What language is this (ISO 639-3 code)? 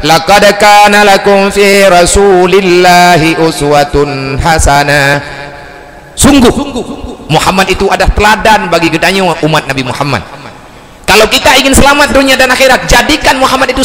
ace